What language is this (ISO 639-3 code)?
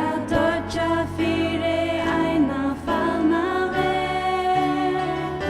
fao